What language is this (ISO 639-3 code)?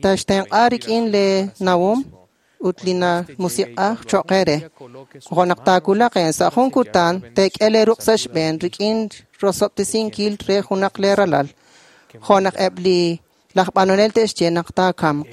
kek